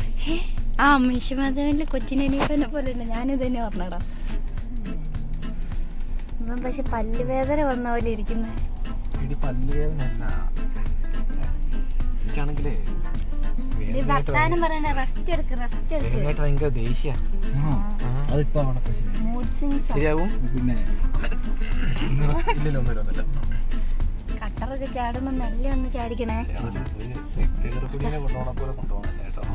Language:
Malayalam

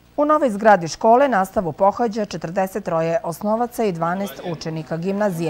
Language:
Serbian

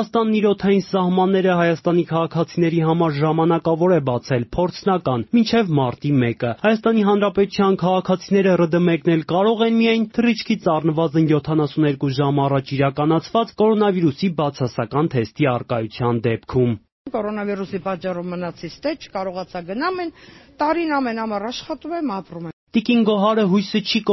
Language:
Armenian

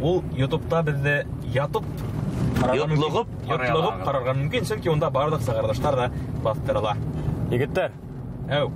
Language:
Bashkir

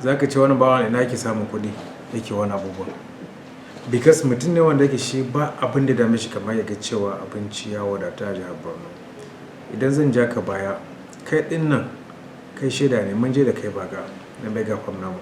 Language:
Hausa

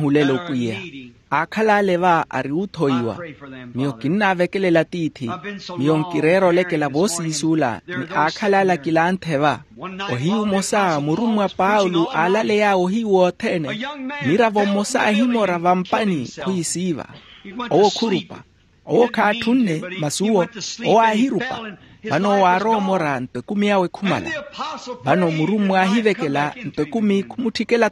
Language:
Makhuwa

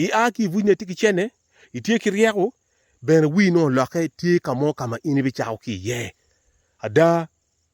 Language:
Acoli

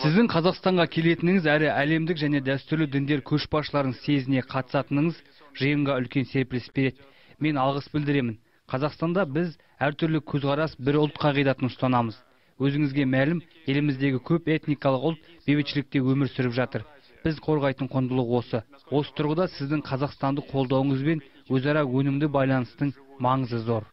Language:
Kazakh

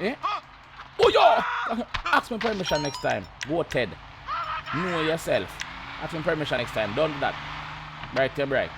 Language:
Jamaican Creole English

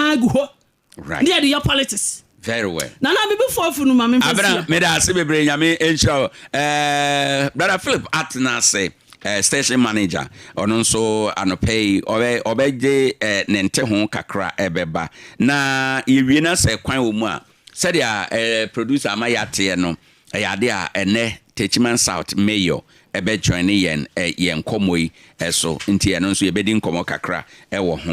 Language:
Akan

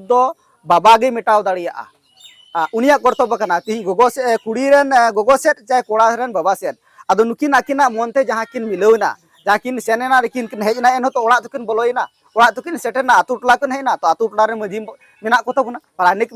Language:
Santali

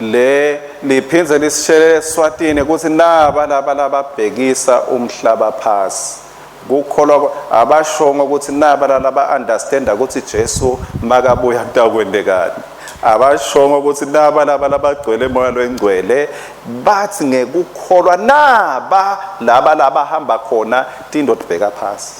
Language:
Swati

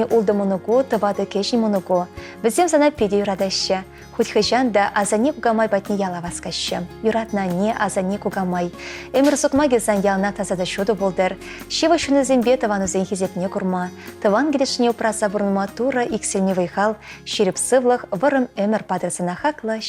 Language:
Chuvash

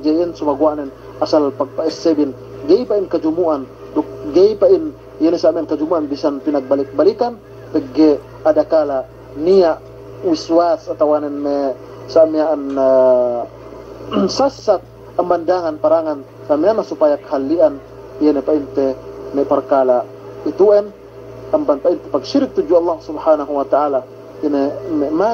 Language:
Yakan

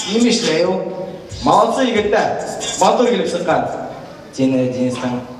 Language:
Bashkir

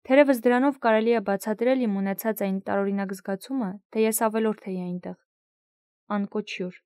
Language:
Armenian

